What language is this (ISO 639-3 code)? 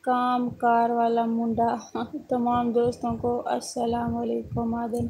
skr